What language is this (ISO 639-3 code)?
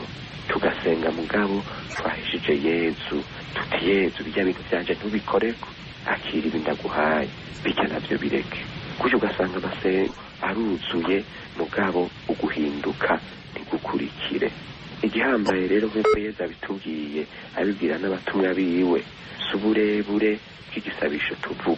run